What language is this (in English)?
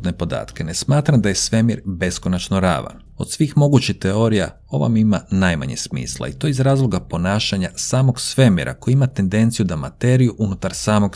Croatian